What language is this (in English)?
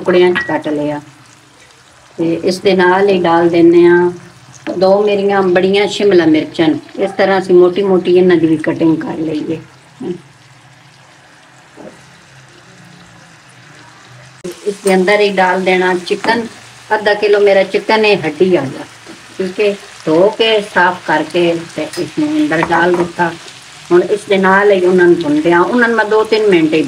Punjabi